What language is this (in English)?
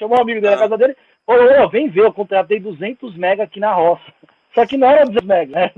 Portuguese